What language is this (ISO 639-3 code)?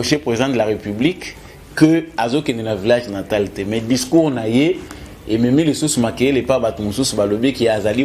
lin